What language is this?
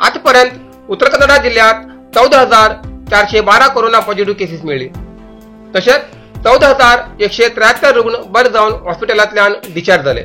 Konkani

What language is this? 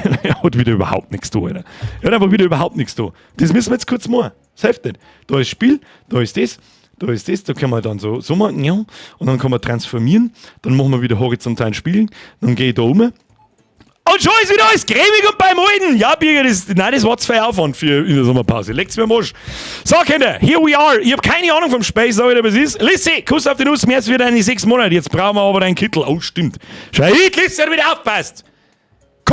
Bavarian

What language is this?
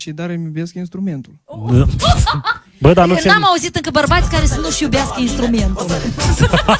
Romanian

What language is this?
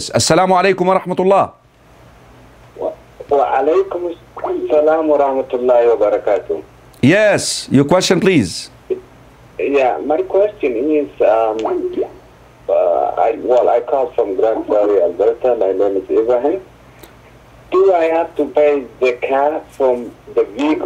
English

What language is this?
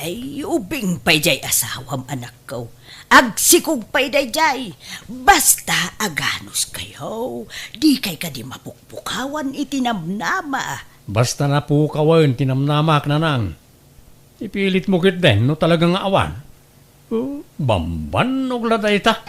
Iloko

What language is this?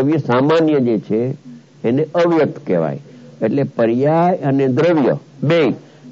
Gujarati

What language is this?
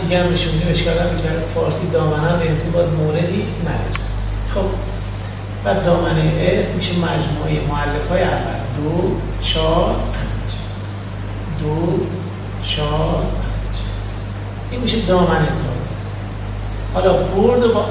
Persian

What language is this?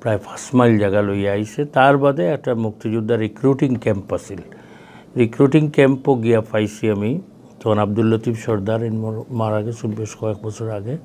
Sylheti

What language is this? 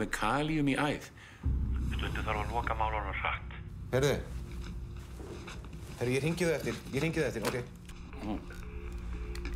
Icelandic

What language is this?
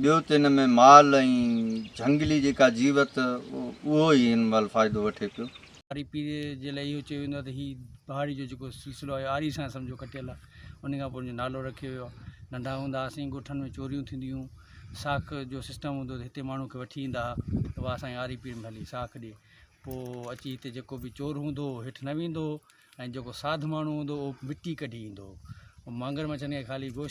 Sindhi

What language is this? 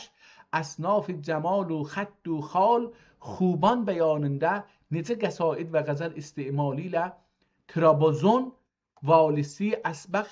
South Azerbaijani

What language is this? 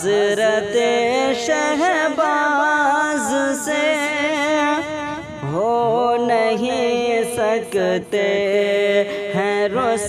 Urdu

